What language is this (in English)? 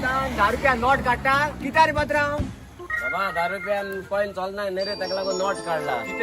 Konkani